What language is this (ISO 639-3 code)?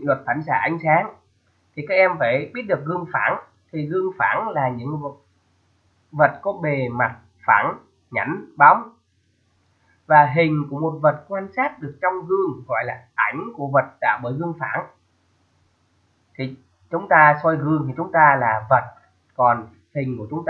vie